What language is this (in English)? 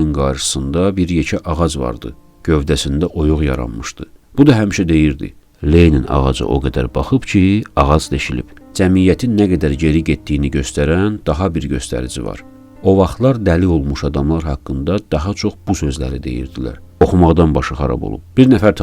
Azerbaijani